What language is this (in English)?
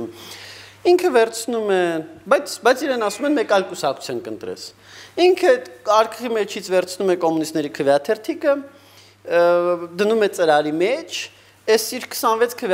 Armenian